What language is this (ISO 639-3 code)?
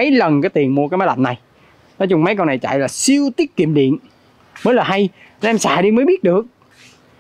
vie